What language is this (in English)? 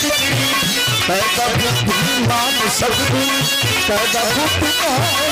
Bhojpuri